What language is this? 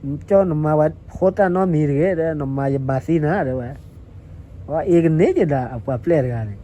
S'gaw Karen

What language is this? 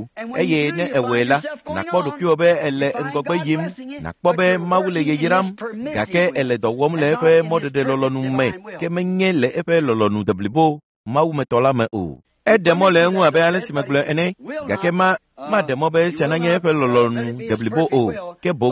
Ewe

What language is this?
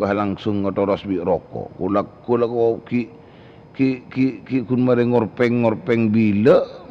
Madurese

